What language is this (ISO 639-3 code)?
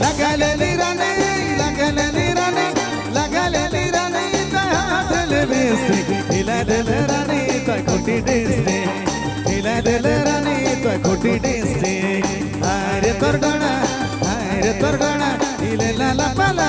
sck